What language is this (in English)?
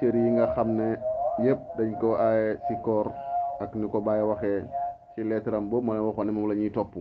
Wolof